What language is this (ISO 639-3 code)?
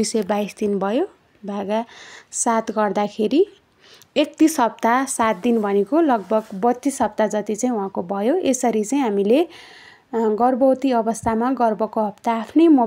nep